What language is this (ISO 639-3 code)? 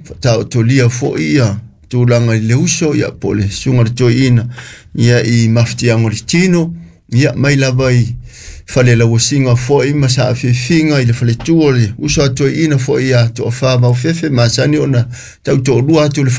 smo